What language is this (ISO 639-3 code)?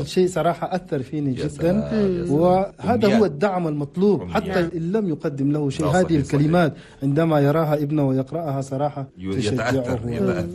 shu